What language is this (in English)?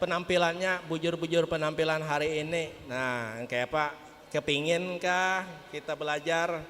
Banjar